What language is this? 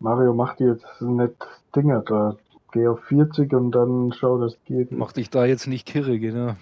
Bavarian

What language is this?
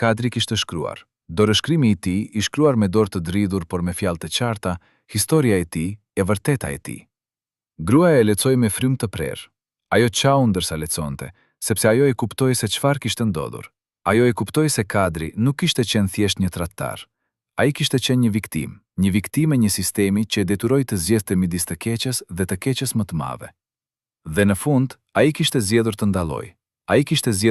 Albanian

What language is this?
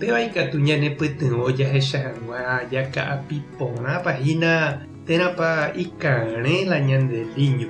Guarani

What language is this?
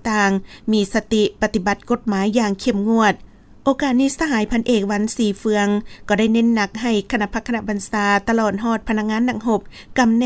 Lao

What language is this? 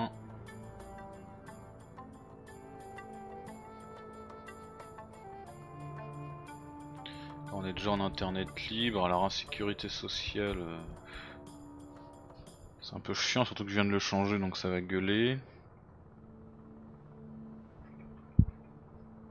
French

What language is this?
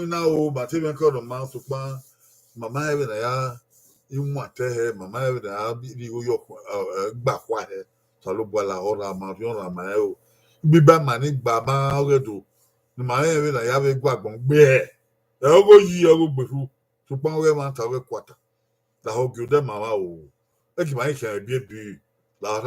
Bini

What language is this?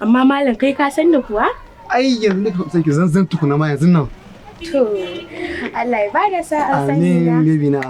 Hausa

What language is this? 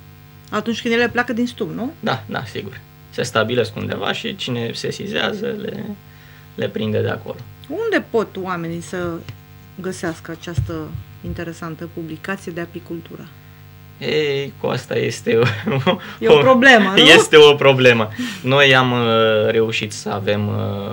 Romanian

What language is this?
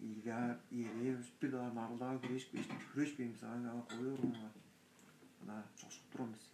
Tuvinian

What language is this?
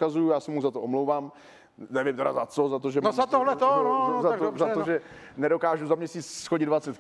Czech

